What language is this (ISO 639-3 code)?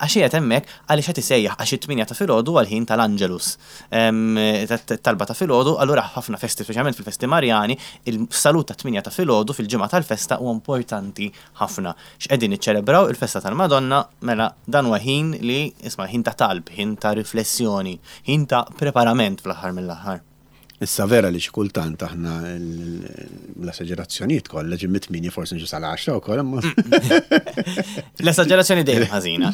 mlt